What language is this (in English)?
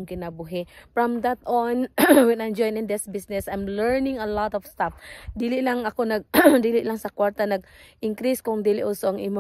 Cebuano